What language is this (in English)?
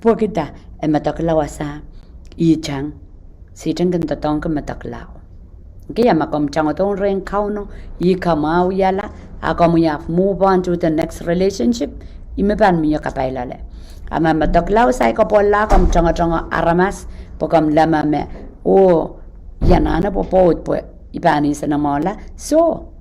Pohnpeian